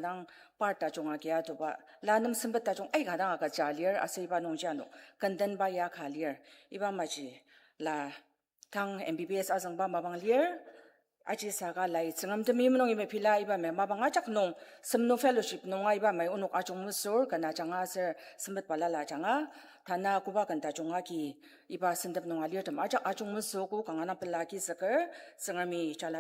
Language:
Ao Naga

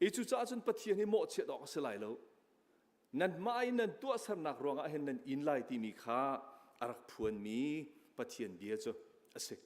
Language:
Hakha Chin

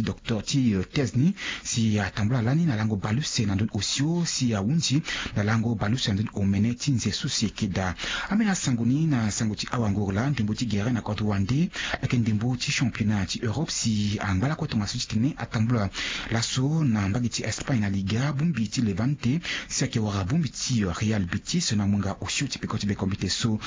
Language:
Sango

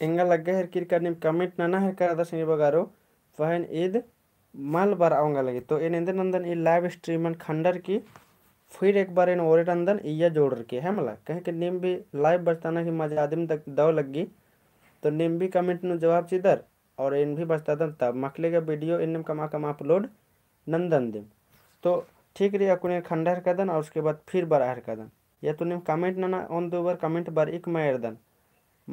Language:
Kurukh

